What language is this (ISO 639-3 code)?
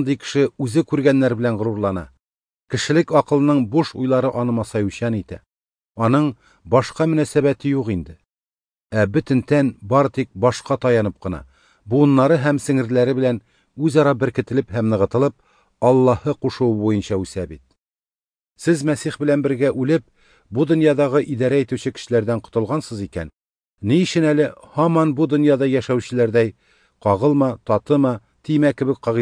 tat